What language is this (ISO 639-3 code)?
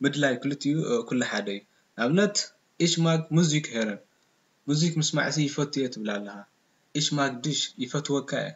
tir